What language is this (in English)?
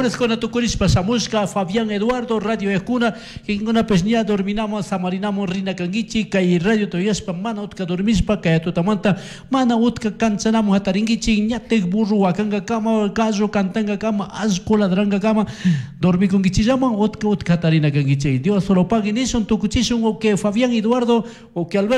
Chimborazo Highland Quichua